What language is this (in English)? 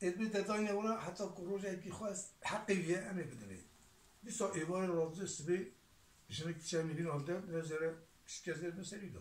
Kurdish